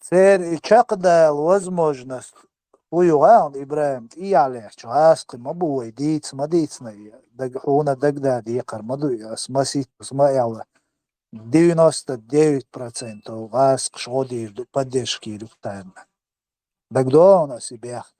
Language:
Chechen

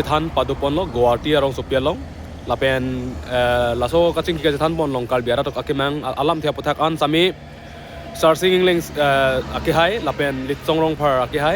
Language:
Karbi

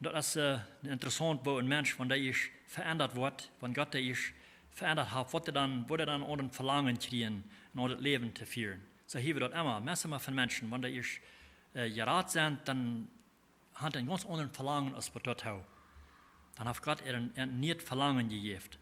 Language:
Plautdietsch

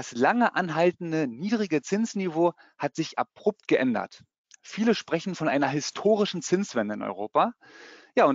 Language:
German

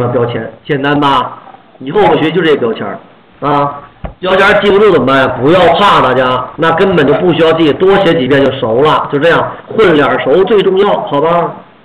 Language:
Chinese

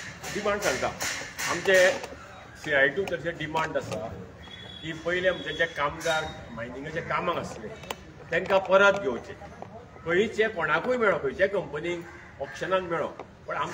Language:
Konkani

